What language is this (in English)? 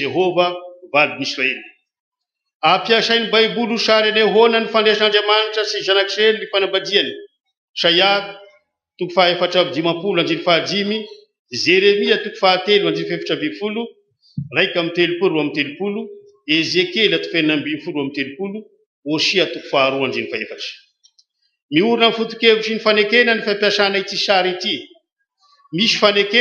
Malagasy